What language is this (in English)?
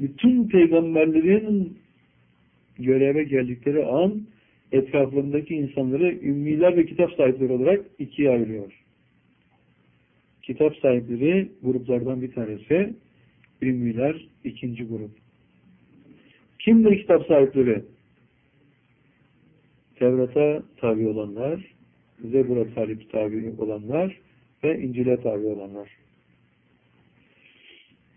Turkish